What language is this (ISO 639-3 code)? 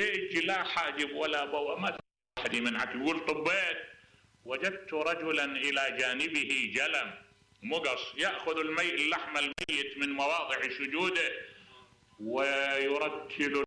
acm